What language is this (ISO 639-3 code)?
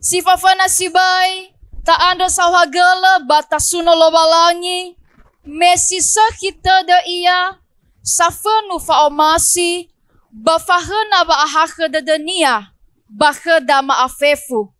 nia